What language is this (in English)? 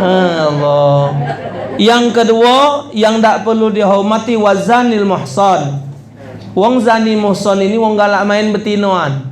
Musi